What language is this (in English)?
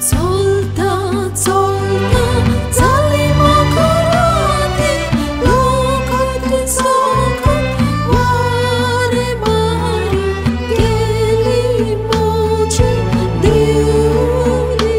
Konkani